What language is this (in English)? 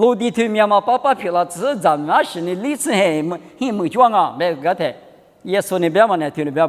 Lisu